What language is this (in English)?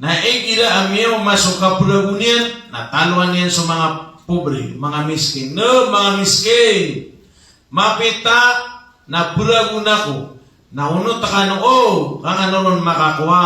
Maranao